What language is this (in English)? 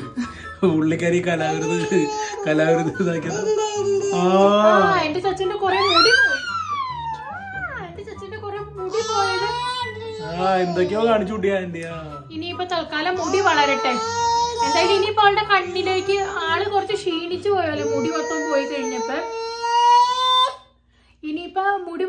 Malayalam